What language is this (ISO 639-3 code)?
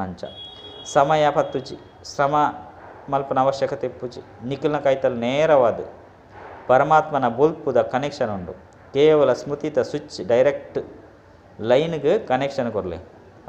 tcy